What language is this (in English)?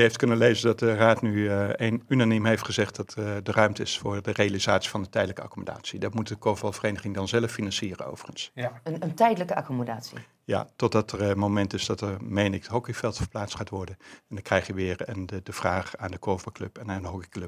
Dutch